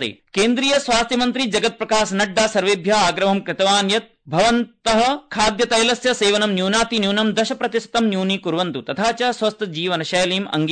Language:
Sanskrit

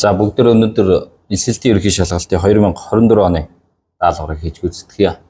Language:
Mongolian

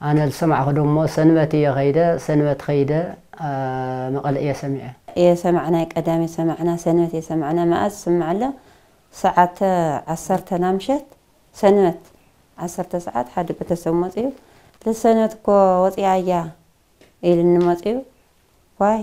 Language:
Tigrinya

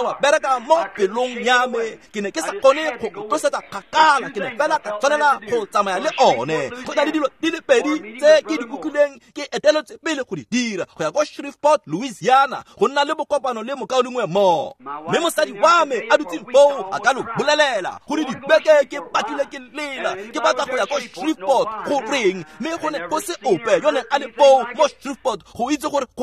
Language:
Tswana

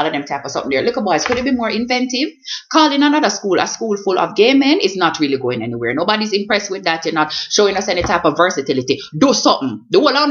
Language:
Jamaican Creole English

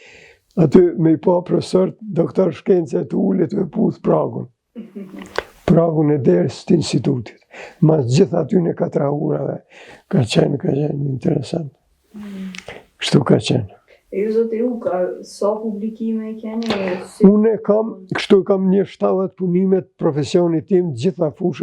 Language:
Albanian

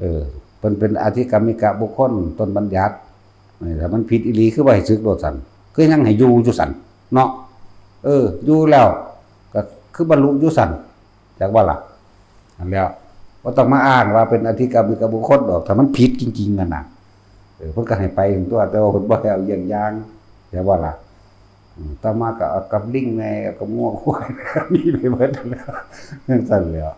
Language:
Northeastern Thai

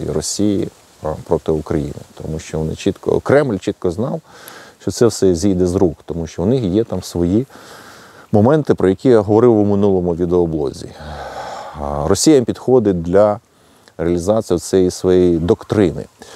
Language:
Ukrainian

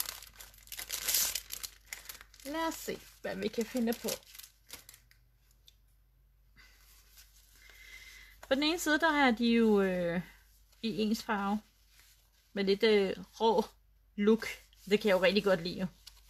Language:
Danish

